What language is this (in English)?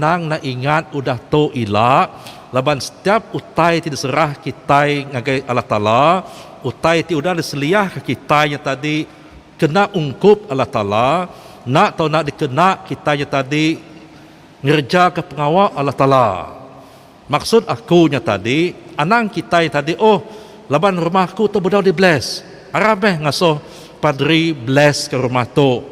Iban